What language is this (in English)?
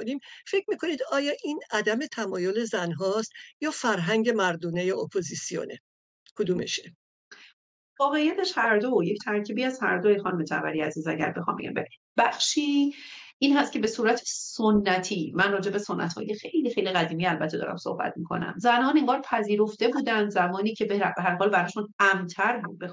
Persian